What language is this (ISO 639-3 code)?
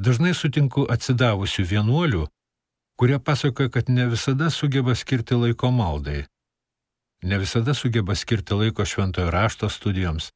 lit